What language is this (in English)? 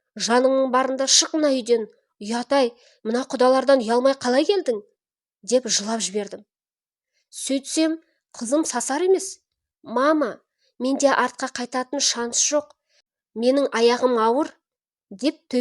Kazakh